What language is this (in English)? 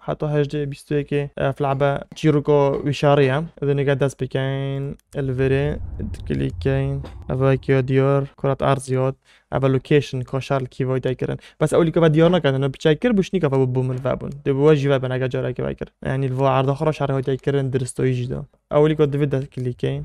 Kurdish